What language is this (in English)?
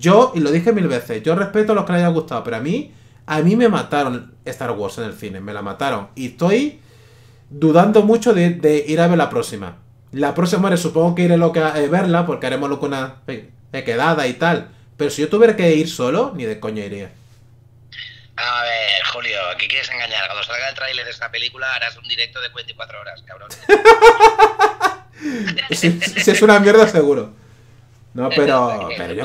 Spanish